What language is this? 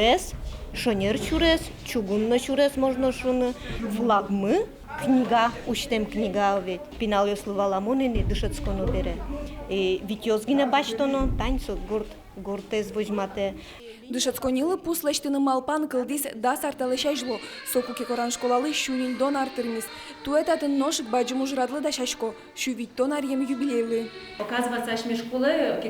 Udmurt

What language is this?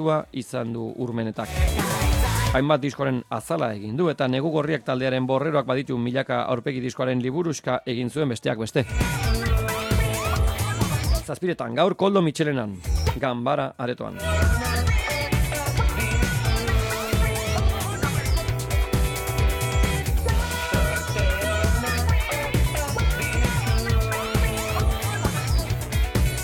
Basque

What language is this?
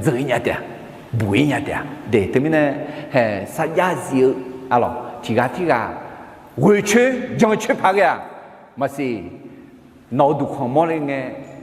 Akha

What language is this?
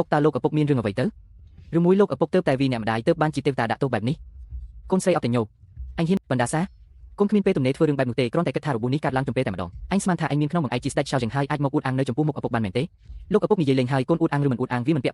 Khmer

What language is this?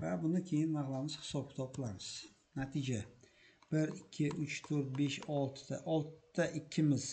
Uzbek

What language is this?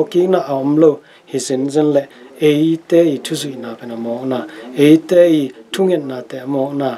Tedim Chin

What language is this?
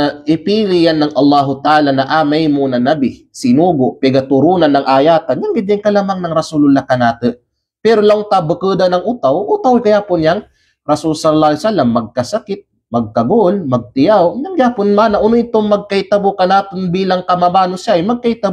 Kalagan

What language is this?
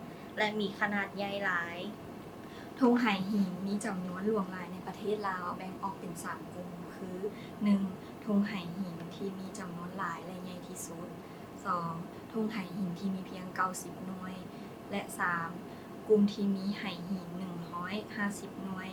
Lao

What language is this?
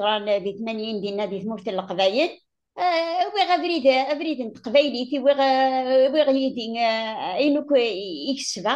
Kabyle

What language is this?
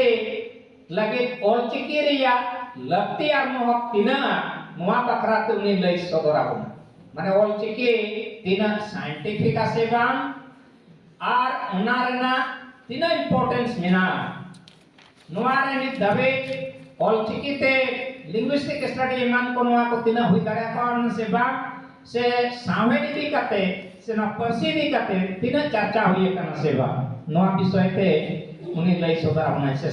Santali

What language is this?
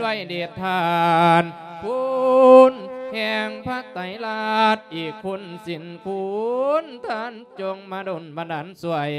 Lao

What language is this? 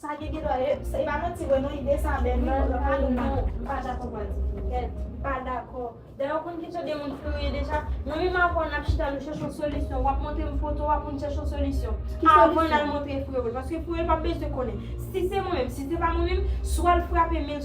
Haitian Creole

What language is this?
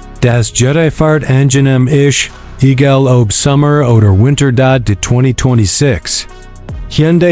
Swiss German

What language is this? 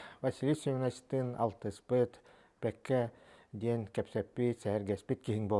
Yakut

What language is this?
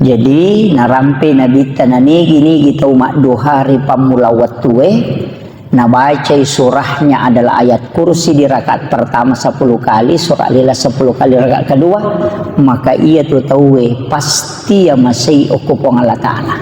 Buginese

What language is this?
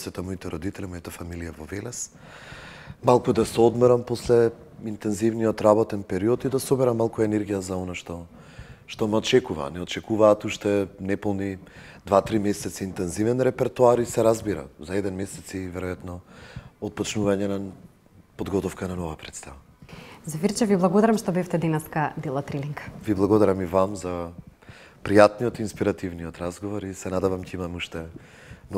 Macedonian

